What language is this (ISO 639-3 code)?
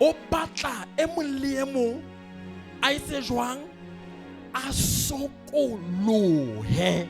sot